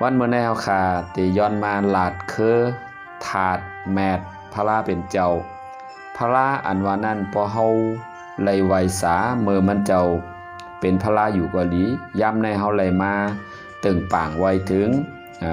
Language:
Shan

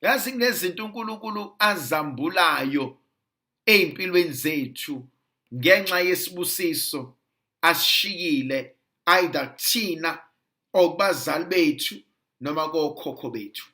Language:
Zulu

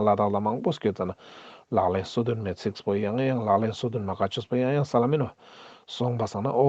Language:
Ladakhi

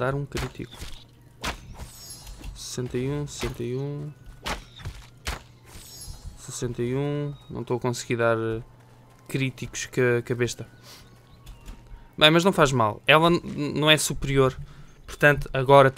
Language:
Portuguese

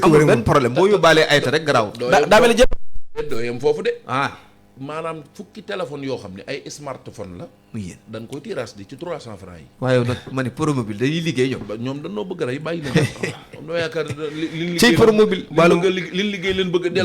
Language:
Wolof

